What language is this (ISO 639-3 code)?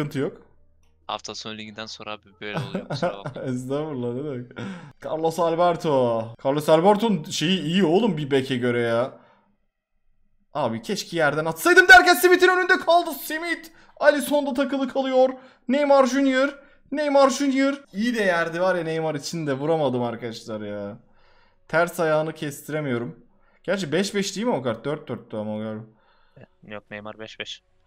tur